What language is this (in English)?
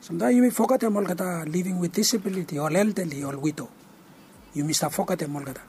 Bislama